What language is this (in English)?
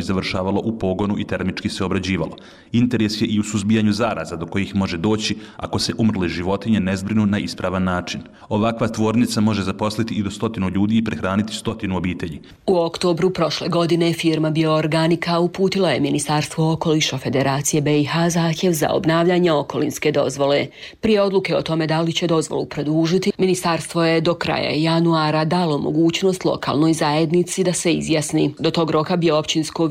Bosnian